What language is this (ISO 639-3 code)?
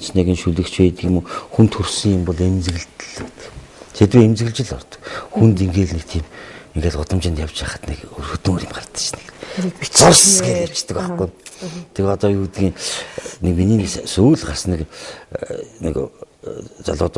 mon